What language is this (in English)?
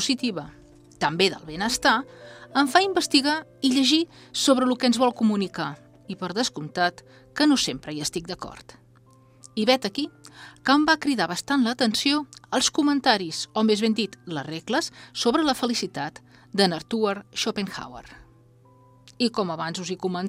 Catalan